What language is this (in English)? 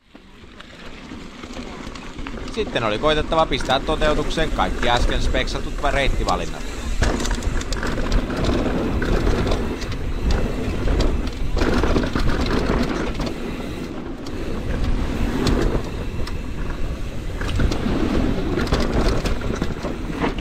Finnish